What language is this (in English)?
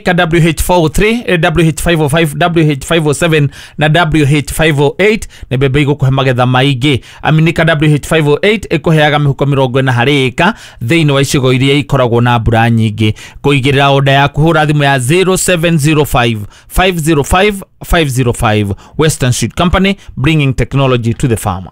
Kikuyu